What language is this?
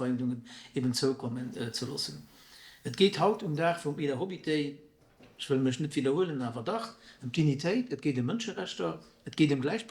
Luxembourgish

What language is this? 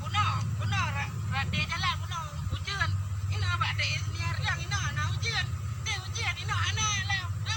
Achinese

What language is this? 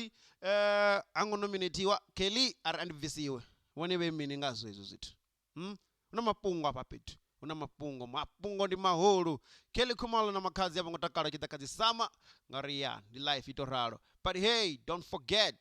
Venda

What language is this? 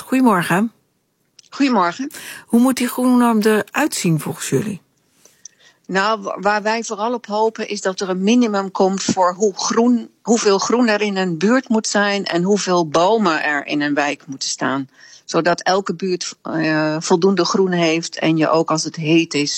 Dutch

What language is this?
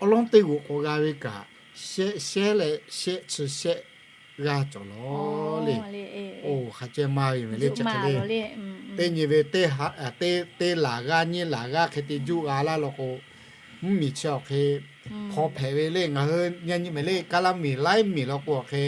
Lahu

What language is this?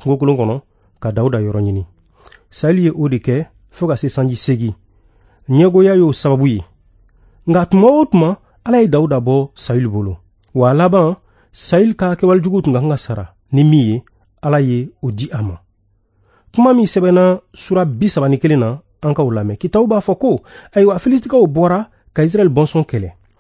Bambara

